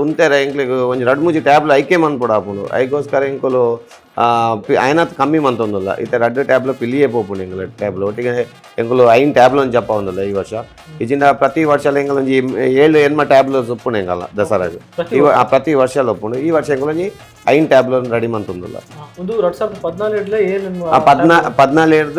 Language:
Tulu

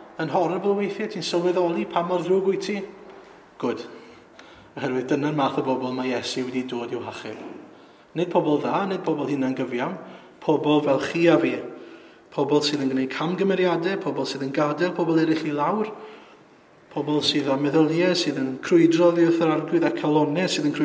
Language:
Welsh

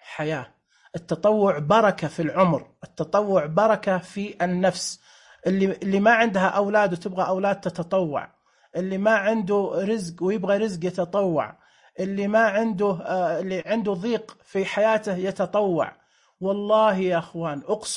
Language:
Najdi Arabic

